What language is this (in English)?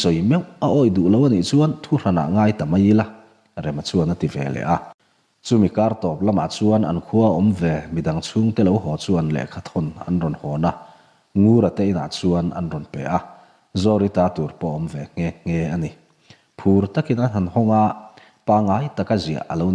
Mizo